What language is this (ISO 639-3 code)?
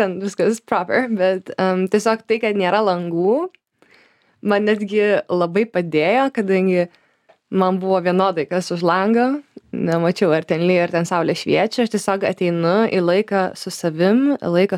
lit